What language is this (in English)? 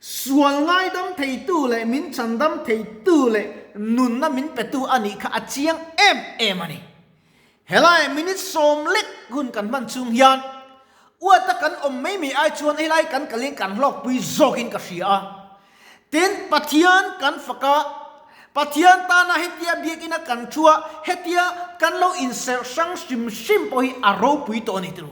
Mizo